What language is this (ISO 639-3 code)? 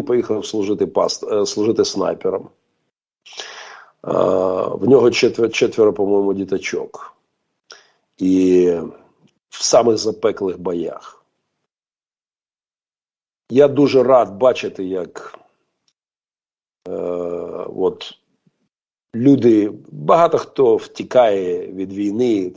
ukr